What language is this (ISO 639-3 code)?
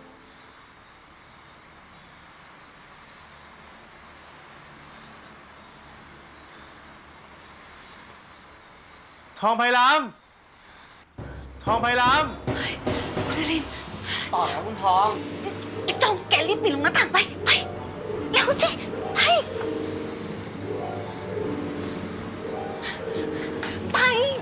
tha